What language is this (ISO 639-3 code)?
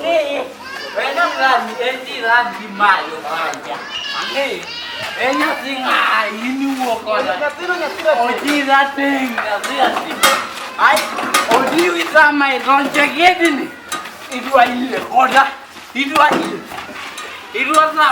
luo